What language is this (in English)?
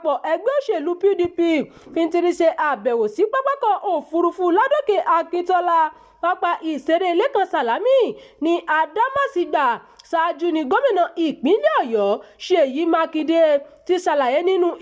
Yoruba